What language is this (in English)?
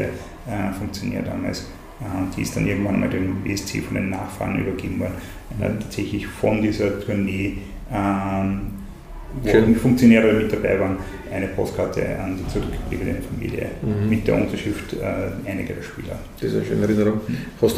German